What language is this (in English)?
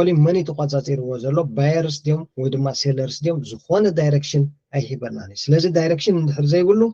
Tigrinya